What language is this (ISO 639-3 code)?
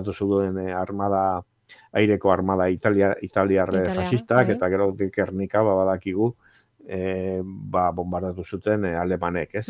eus